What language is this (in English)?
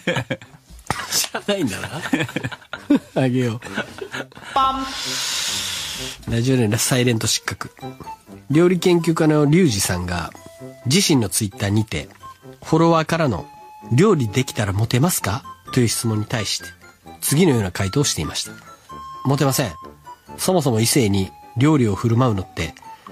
Japanese